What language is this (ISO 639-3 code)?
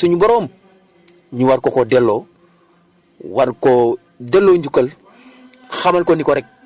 wol